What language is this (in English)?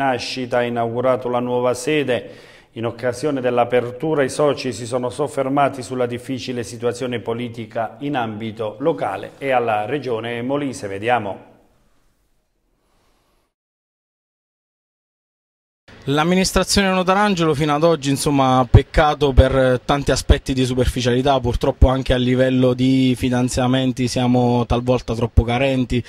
Italian